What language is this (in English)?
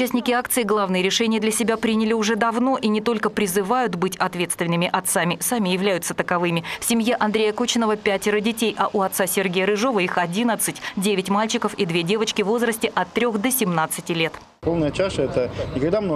Russian